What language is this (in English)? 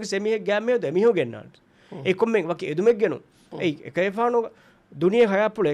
Divehi